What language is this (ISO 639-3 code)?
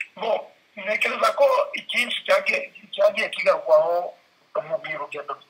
kin